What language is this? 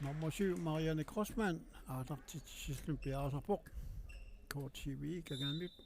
Kalaallisut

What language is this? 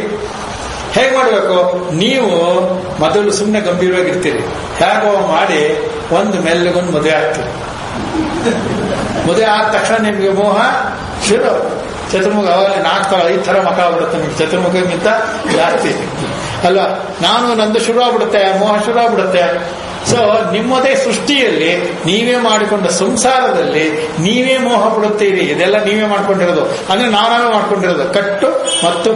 Kannada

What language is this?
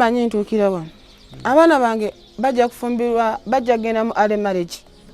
Ganda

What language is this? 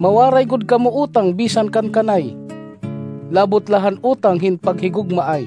Waray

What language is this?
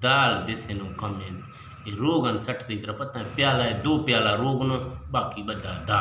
Eastern Balochi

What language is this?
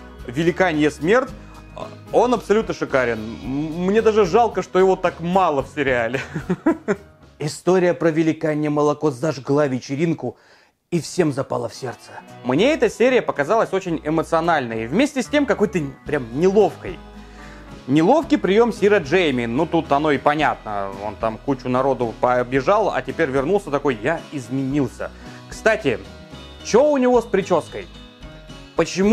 Russian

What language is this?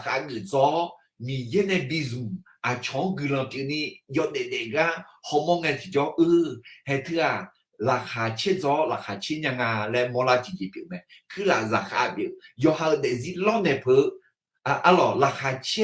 Akha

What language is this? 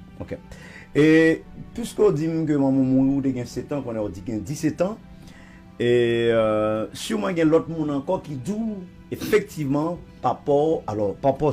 Haitian Creole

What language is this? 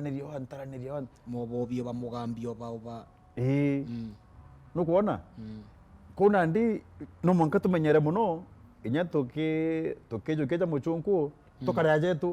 Meru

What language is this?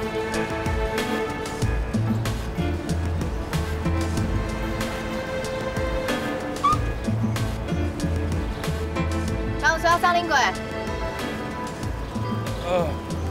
Min Nan Chinese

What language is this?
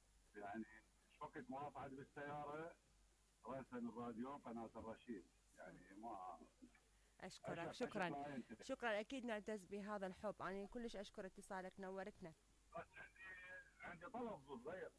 Mesopotamian Arabic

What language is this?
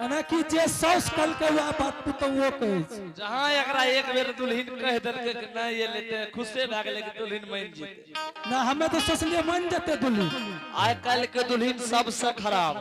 Angika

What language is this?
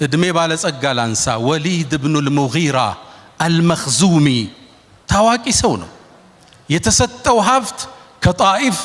Amharic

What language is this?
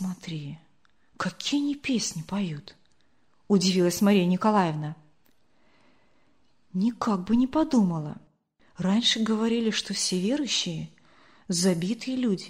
Russian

